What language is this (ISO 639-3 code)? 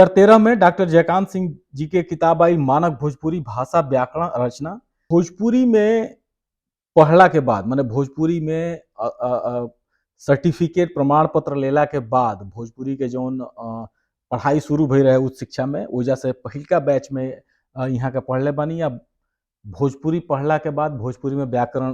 bho